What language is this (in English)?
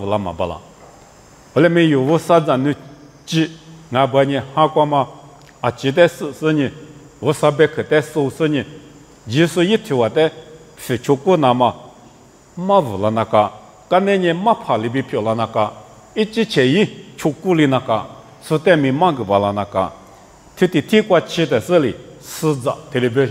Lisu